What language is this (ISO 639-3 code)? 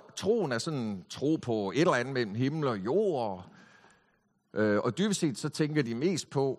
dan